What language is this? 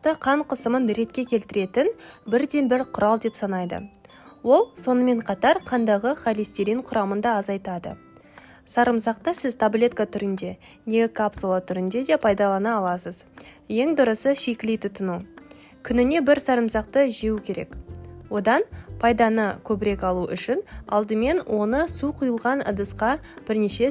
Kazakh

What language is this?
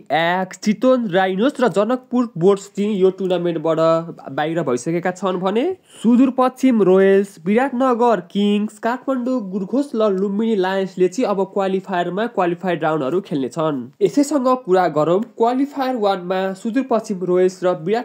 Nepali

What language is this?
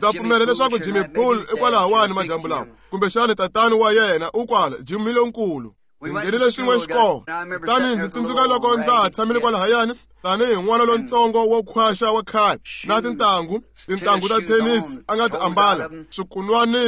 Tsonga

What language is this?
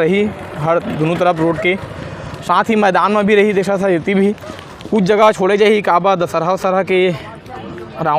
Chhattisgarhi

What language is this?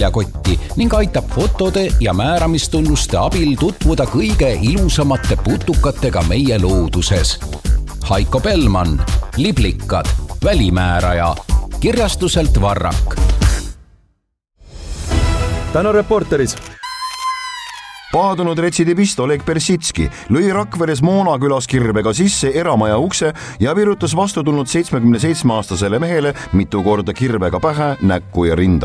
Estonian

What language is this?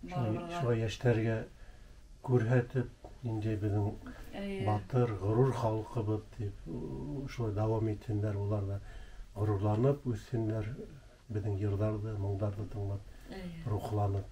Bashkir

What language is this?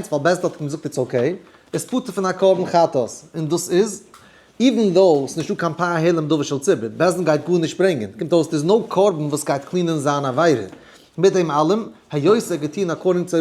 Yiddish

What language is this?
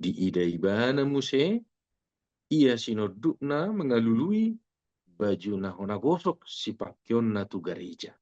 Batak Toba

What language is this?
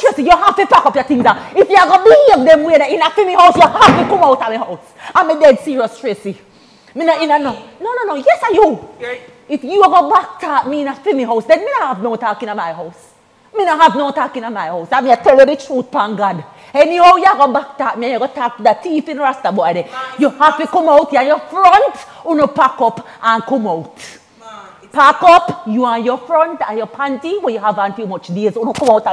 Jamaican Creole English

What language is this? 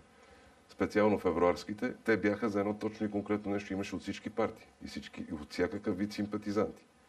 Bulgarian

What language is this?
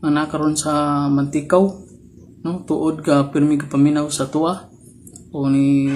Cebuano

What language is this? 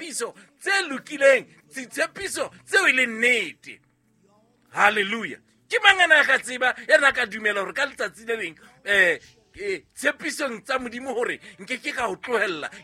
Southern Sotho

